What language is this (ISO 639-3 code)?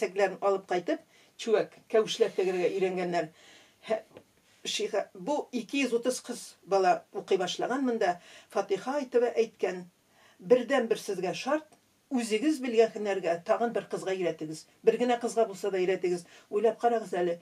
tat